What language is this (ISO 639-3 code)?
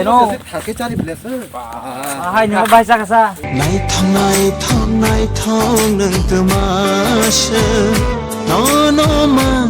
trp